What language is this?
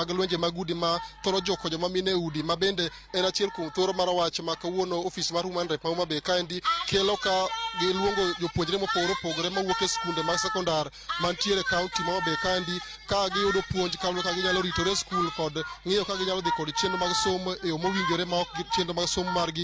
Luo (Kenya and Tanzania)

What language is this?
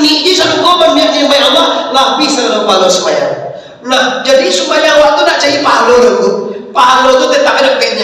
Minangkabau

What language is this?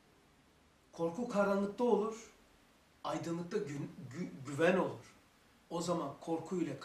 Turkish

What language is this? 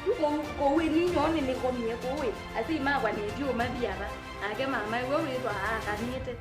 Kamba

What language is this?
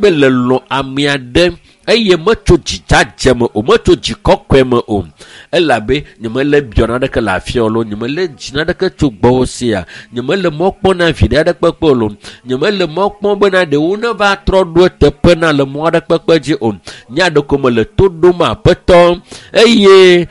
Ewe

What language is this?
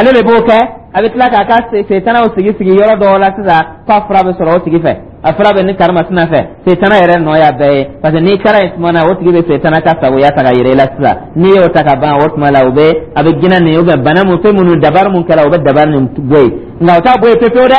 Dyula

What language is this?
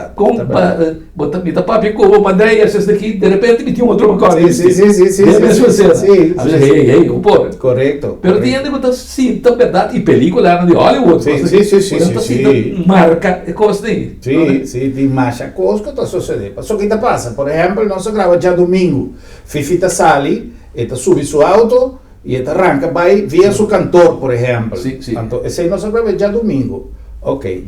Papiamento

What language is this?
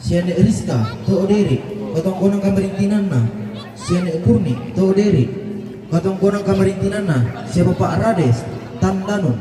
Toraja-Sa'dan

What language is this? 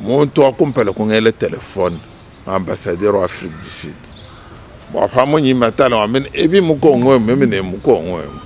Luba-Lulua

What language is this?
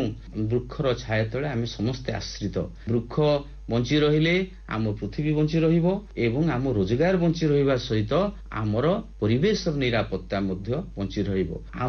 Odia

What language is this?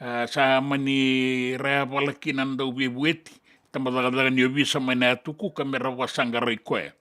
Fijian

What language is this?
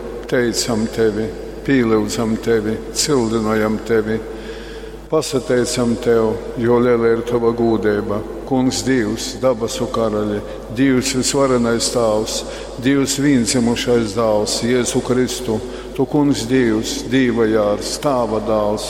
Latgalian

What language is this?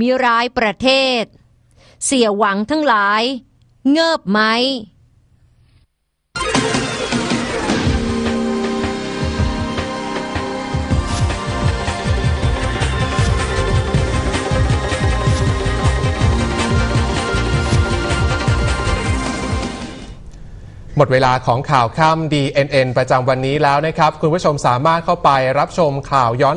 Thai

